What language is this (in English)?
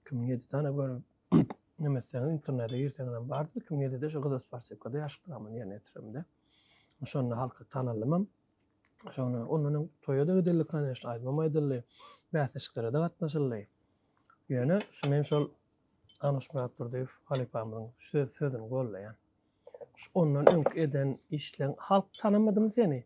Turkmen